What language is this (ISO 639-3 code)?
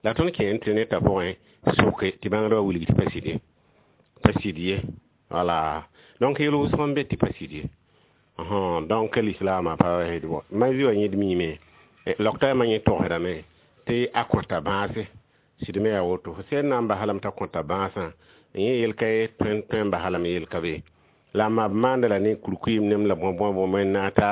mos